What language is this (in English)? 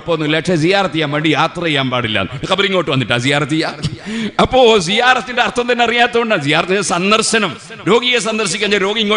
Malayalam